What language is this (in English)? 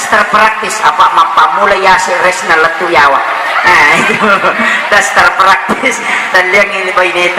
Buginese